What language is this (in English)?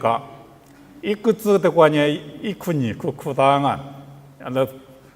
Lisu